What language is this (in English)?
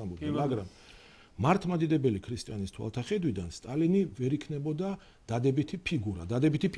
Georgian